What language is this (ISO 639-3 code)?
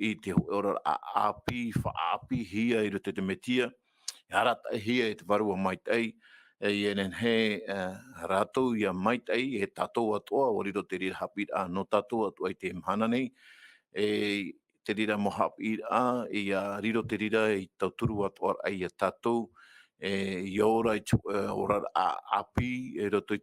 tah